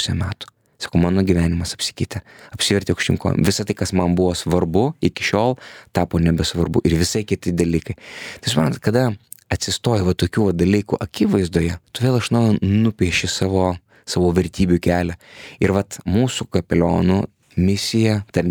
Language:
Lithuanian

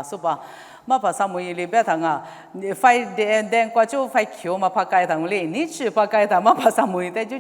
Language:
Lisu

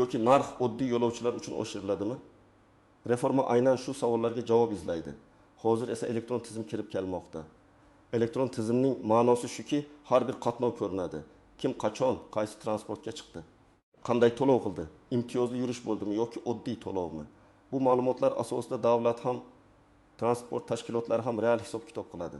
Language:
Uzbek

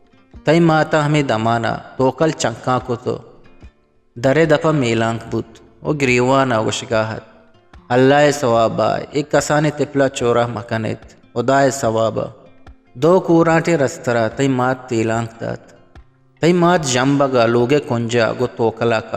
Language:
Eastern Balochi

